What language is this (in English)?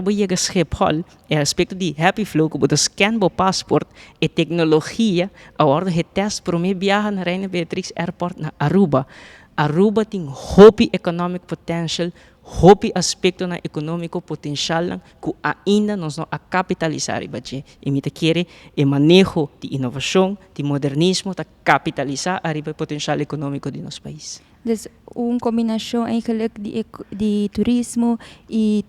Papiamento